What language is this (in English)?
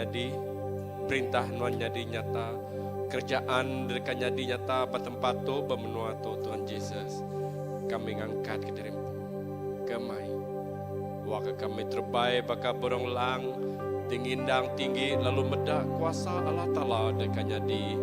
Iban